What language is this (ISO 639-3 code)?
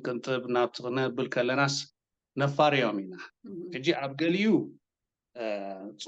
tir